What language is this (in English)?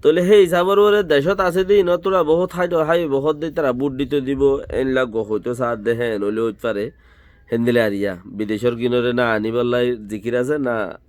Rohingya